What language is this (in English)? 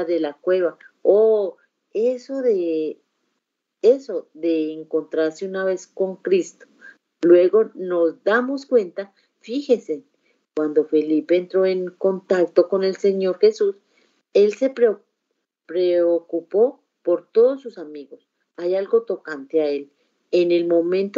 Spanish